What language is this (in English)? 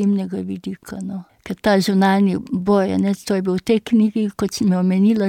Slovenian